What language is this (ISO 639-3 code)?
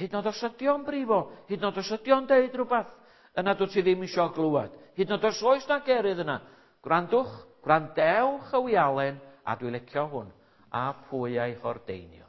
cym